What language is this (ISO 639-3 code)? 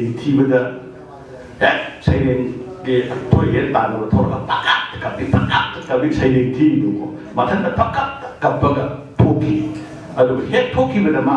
mni